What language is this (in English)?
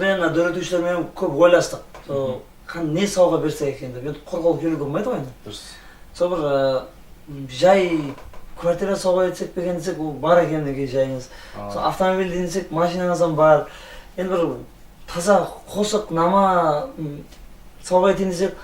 Kara-Kalpak